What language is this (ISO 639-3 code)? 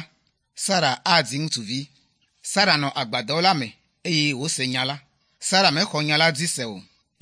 ewe